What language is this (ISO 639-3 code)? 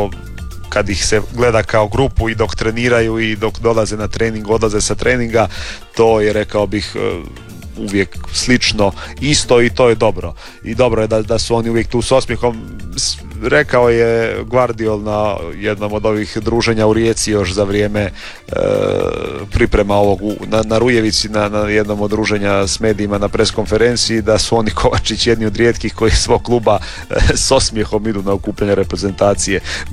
hrv